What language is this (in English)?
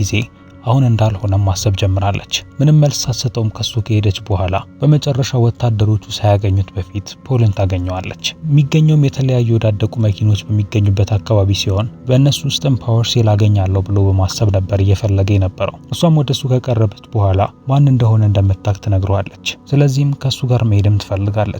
Amharic